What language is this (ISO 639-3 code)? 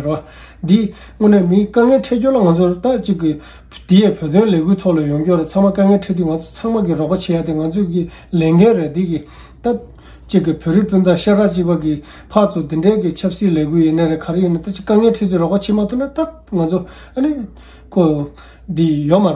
bod